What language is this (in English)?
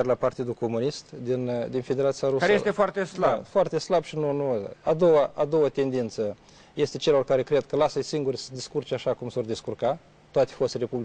Romanian